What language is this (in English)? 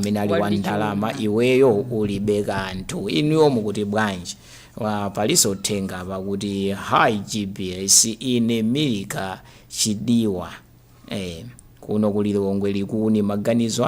Nyanja